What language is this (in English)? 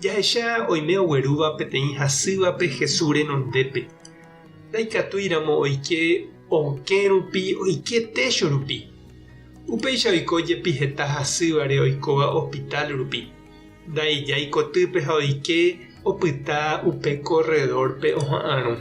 Guarani